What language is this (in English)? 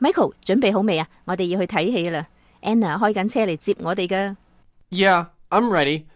Cantonese